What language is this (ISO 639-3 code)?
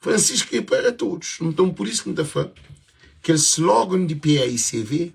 kea